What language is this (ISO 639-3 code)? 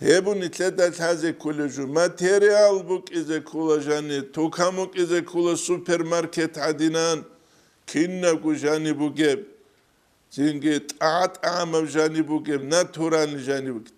ava